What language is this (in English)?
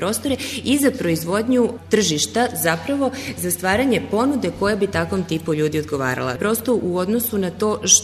Serbian